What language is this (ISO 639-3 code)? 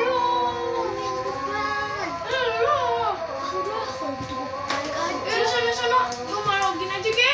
bew